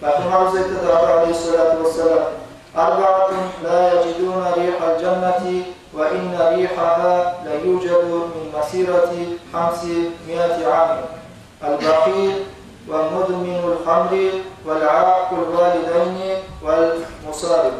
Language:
Kumyk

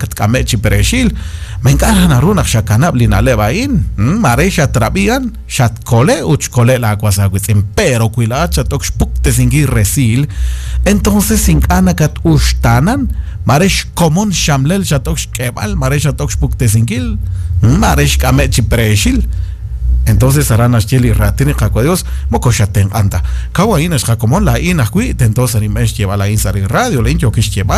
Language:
Kekchí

